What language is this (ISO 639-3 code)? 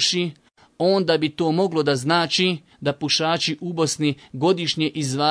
bos